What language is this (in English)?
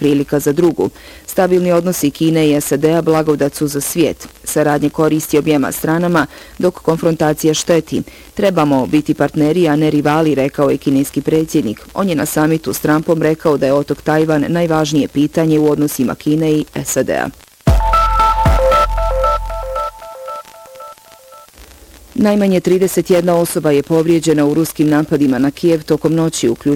Bosnian